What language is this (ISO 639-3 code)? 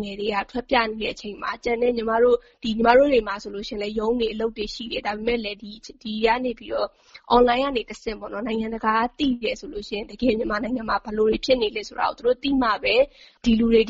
mya